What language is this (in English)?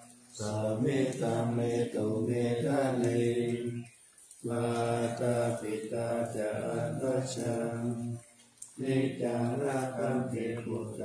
Pali